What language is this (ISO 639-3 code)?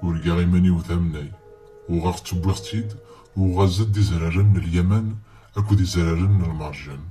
kab